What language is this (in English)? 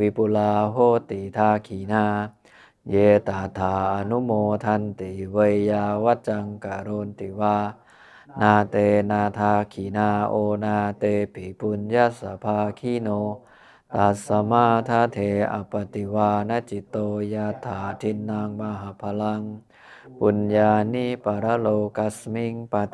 Northeastern Thai